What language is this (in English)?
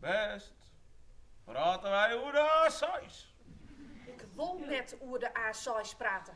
Western Frisian